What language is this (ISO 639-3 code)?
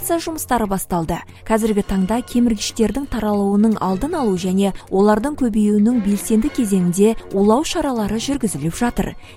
kaz